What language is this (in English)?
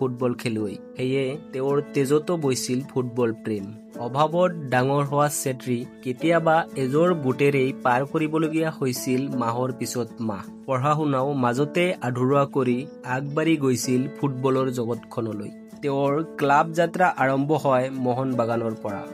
Assamese